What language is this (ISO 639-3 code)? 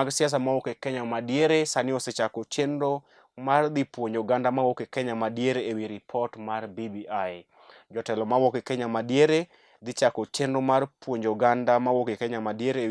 luo